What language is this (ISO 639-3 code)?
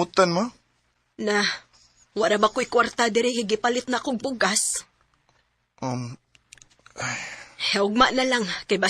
ceb